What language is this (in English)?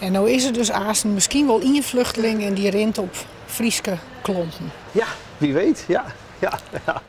Western Frisian